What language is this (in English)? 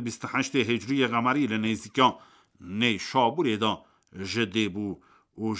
Kurdish